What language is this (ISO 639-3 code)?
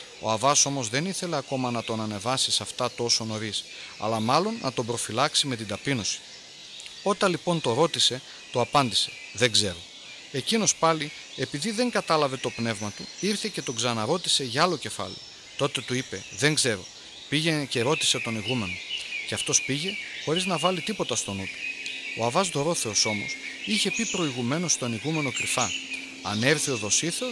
ell